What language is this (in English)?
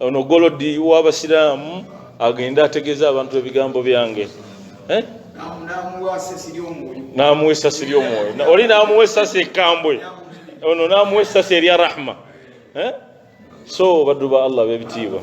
Ganda